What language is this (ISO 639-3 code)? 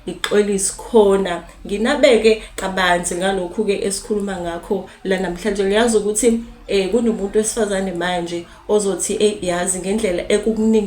zul